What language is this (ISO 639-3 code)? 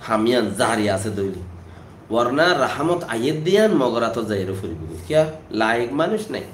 rhg